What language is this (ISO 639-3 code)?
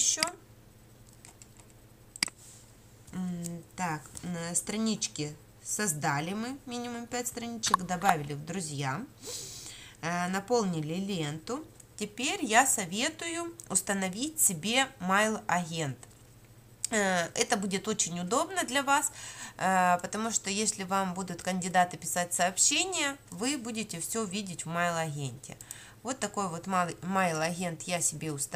rus